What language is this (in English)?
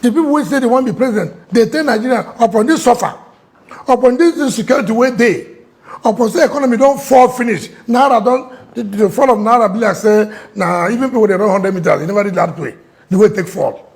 Nigerian Pidgin